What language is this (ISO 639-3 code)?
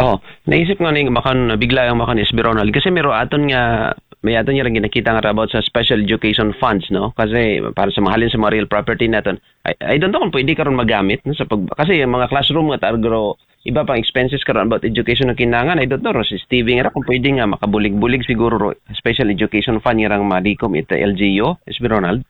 akl